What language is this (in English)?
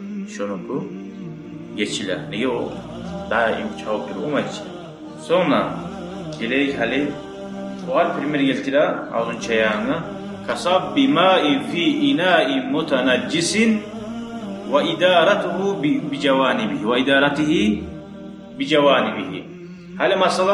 Kumyk